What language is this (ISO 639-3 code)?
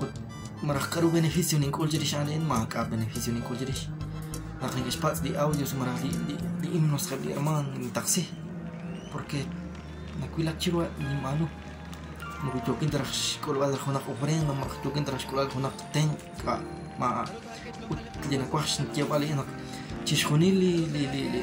kek